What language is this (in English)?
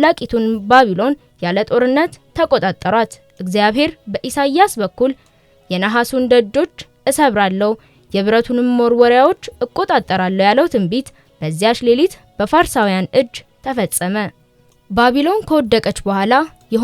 Amharic